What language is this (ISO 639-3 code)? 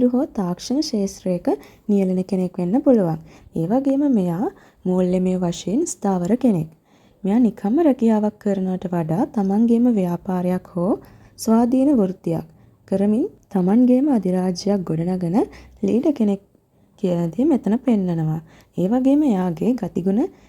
sin